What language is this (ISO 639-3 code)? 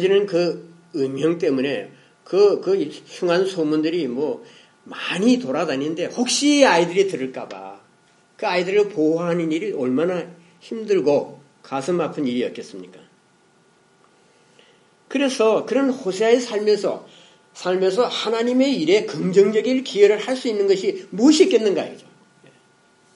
kor